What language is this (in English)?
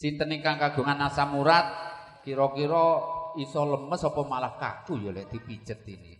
Javanese